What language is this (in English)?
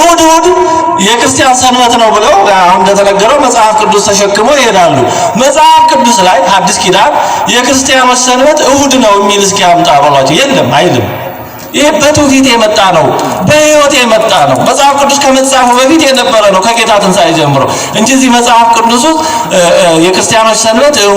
Amharic